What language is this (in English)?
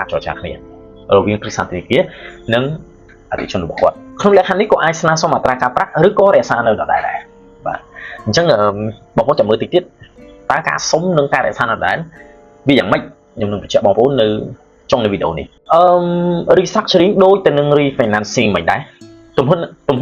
Khmer